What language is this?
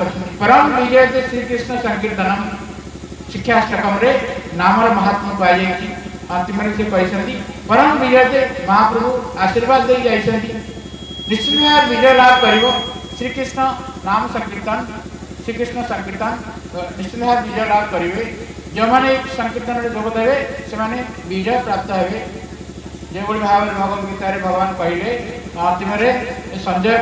Odia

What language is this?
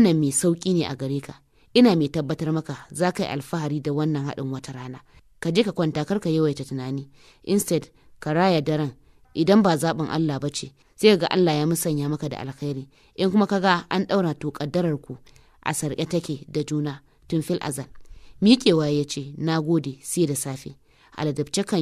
Hausa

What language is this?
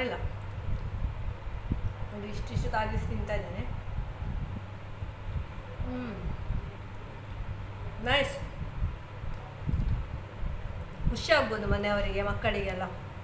Kannada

